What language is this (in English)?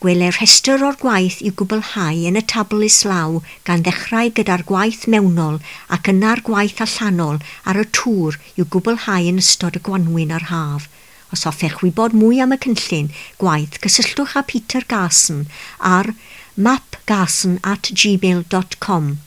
Welsh